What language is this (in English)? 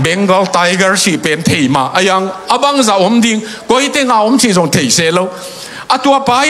Tedim Chin